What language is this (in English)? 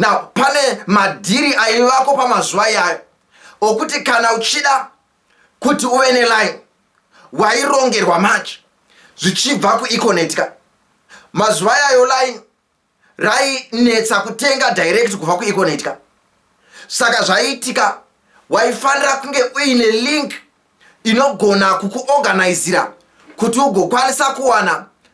Shona